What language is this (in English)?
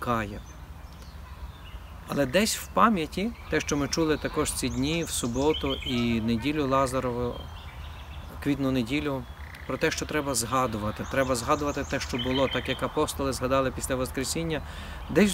Ukrainian